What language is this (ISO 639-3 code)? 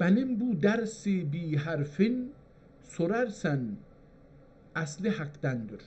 azb